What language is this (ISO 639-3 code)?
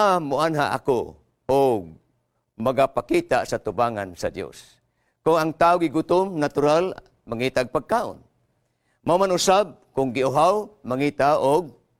ceb